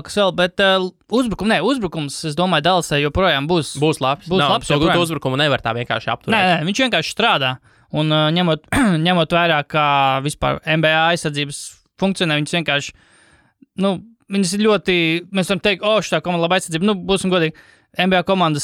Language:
Latvian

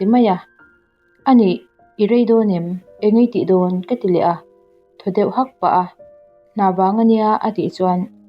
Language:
Mizo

